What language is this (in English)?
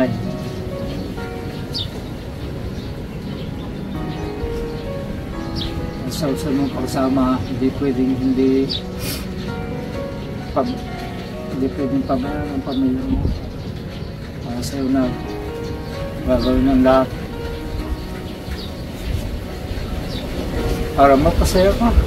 Filipino